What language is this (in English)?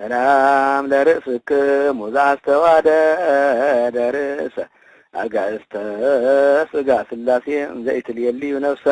Geez